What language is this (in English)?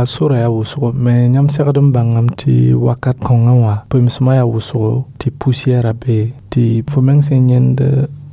Mossi